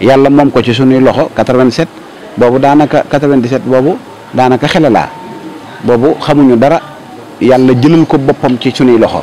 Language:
Wolof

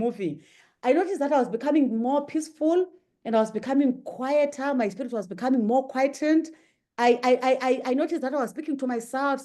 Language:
English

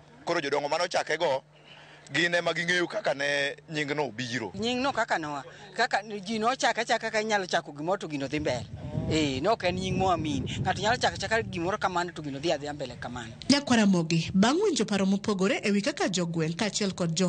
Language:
Luo (Kenya and Tanzania)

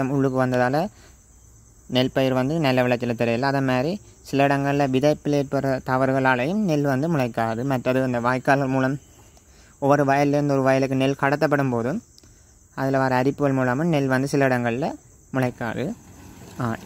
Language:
Tamil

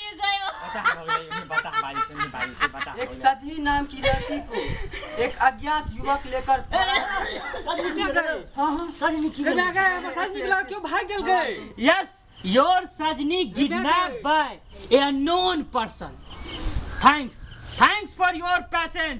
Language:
Maithili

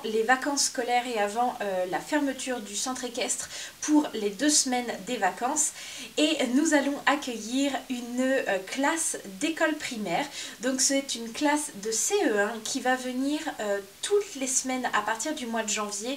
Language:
French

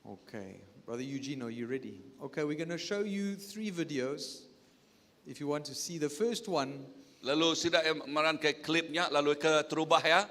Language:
Iban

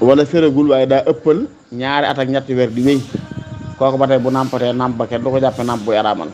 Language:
Wolof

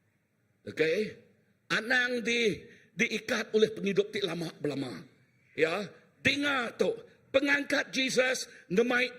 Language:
Iban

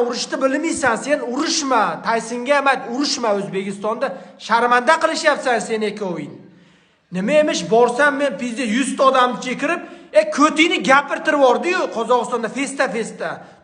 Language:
Uzbek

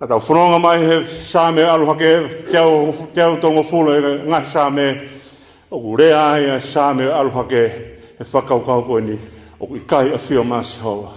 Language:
Tongan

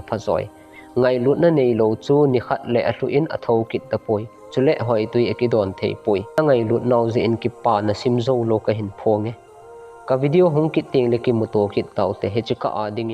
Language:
Thado Chin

